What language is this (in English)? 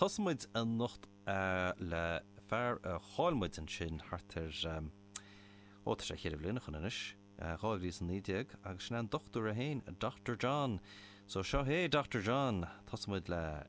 Irish